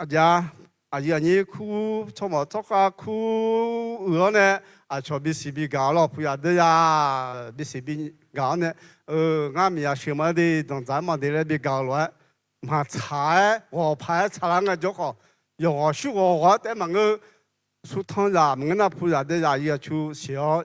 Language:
Akha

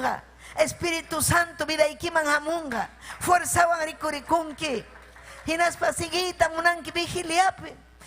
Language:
Ayacucho Quechua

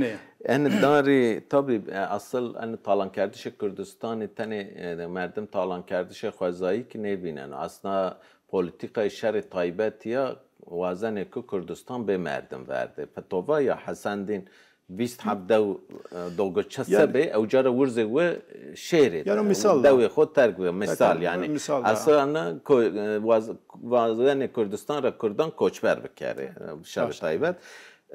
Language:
Zaza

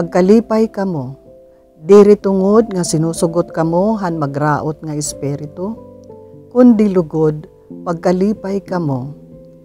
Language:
Waray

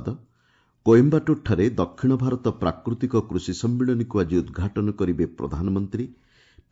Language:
Odia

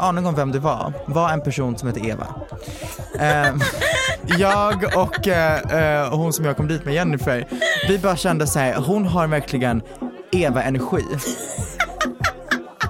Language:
Swedish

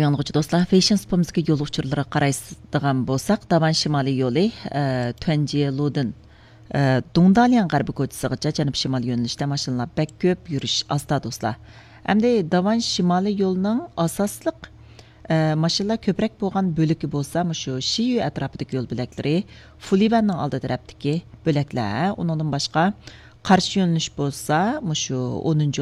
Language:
Uyghur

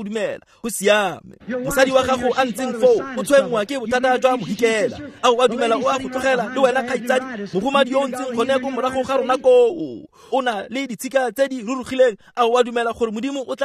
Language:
Tswana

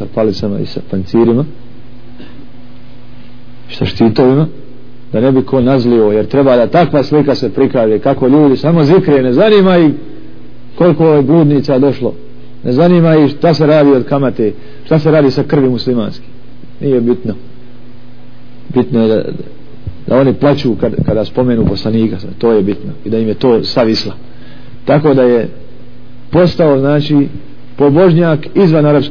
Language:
Bosnian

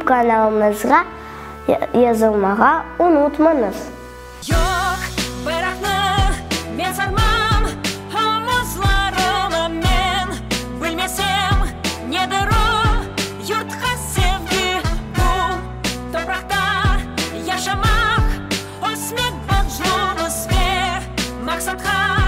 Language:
Crimean Tatar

